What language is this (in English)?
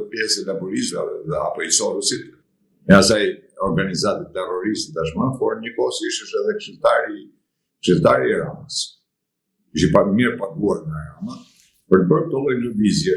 Albanian